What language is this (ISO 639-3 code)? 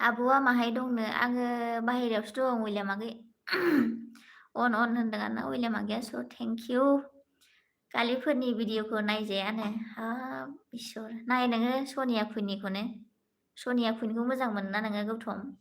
brx